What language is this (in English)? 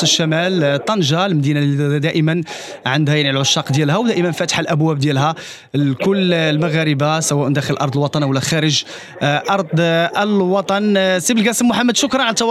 Moroccan Arabic